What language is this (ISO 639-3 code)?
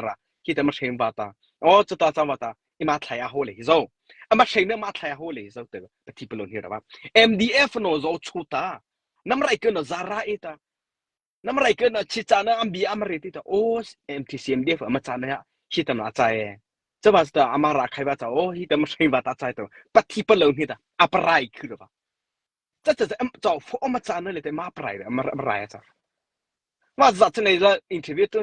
mrh